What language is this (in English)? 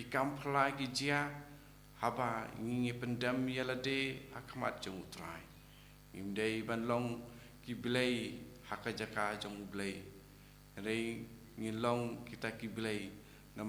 Khasi